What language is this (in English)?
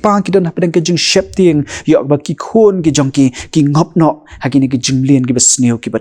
Khasi